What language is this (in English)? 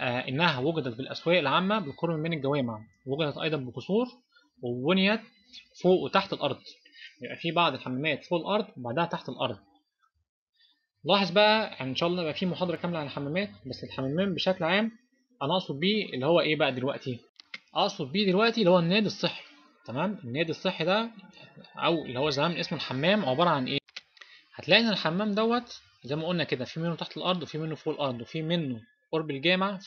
Egyptian Arabic